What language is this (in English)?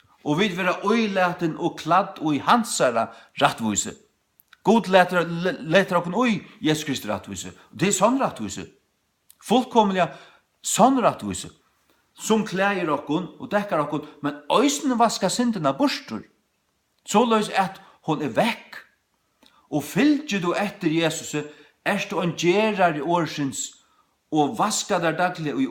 Faroese